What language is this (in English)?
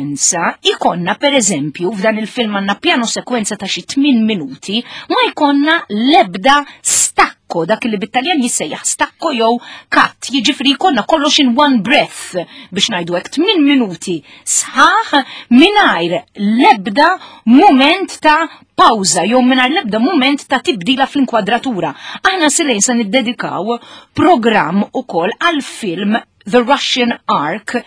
Maltese